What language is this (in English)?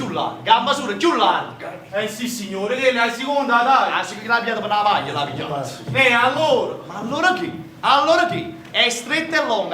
Neapolitan